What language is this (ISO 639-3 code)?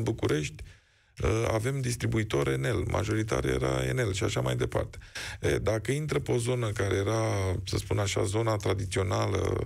ron